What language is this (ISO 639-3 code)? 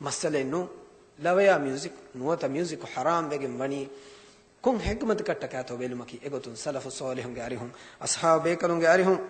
div